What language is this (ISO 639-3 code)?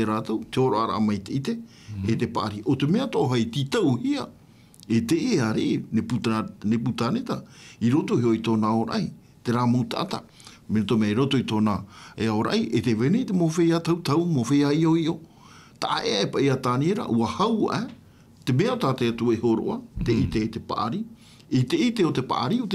tah